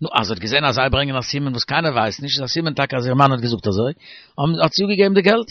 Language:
Yiddish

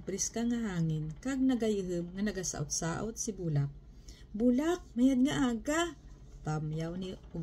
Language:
Kinaray-a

